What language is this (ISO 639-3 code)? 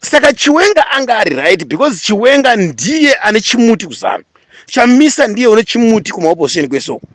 sna